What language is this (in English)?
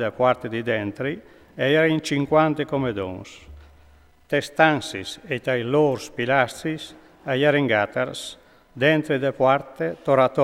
Friulian